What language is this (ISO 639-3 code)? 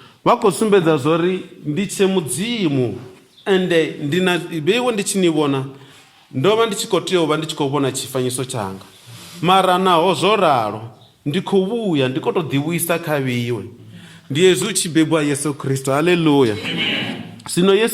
ven